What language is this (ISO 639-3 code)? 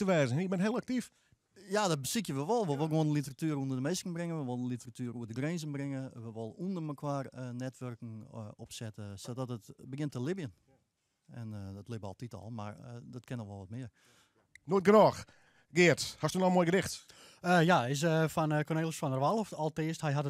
fry